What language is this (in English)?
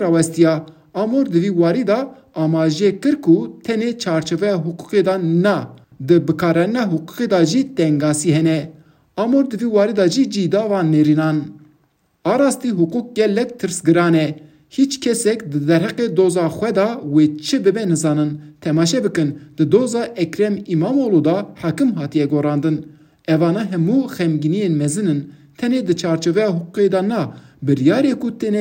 Kurdish